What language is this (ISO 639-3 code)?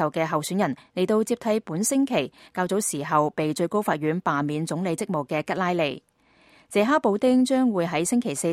yue